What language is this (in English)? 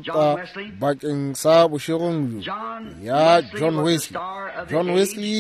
Northern Sotho